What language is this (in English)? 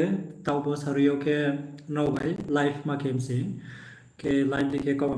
Riang (India)